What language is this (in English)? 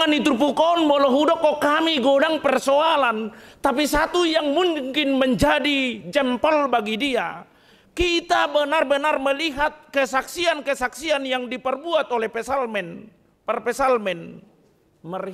Batak Toba